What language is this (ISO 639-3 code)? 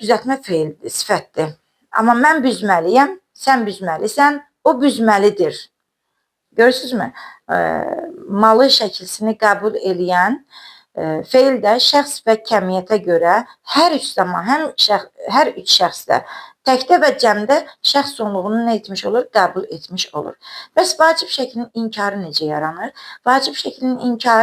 aze